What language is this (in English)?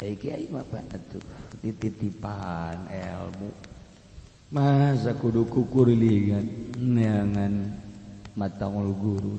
Sundanese